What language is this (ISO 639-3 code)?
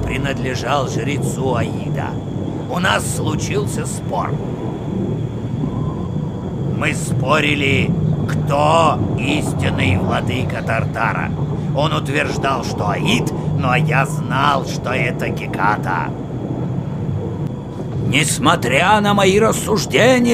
rus